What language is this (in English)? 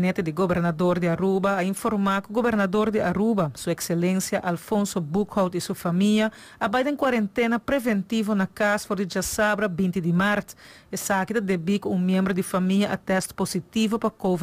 Papiamento